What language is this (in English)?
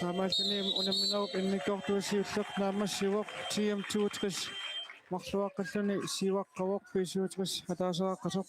Kalaallisut